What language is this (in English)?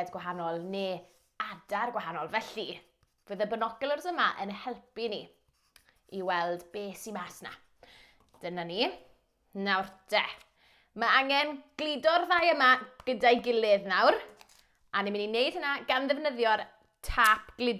Welsh